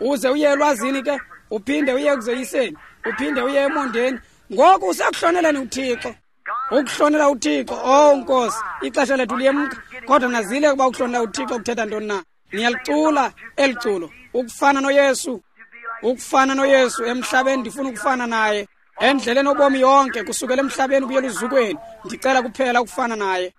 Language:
Xhosa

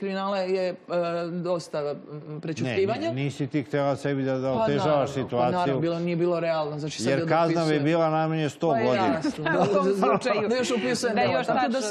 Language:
Serbian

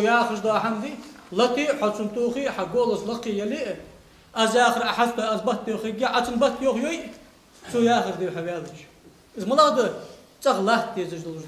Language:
Ingush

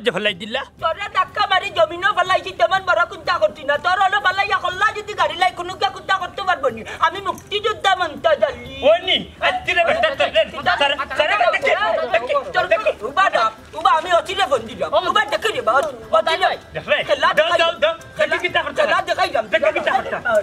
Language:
Sylheti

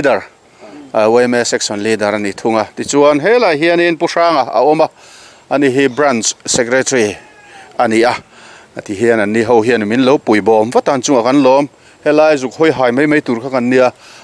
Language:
Mizo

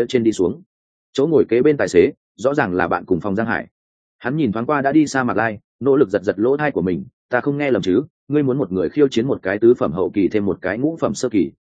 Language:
Vietnamese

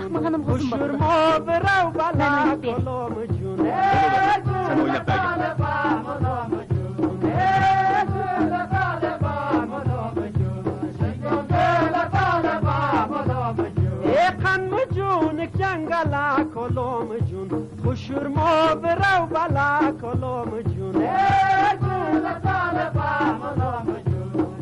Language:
Uyghur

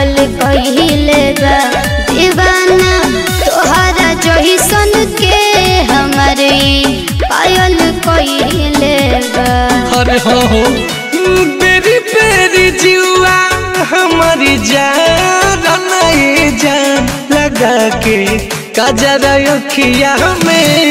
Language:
Bhojpuri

